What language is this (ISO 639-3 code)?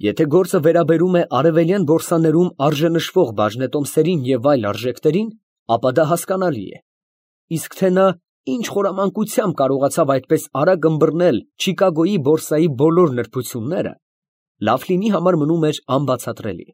hye